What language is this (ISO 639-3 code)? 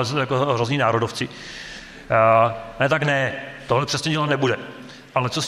ces